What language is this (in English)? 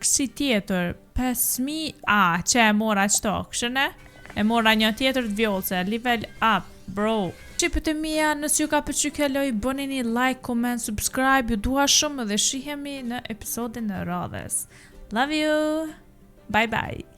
Albanian